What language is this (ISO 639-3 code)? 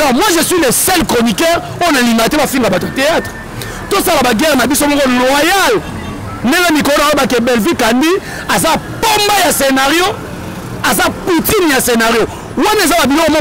lin